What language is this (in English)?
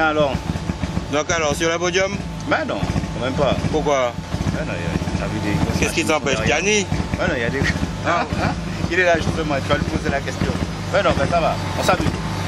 French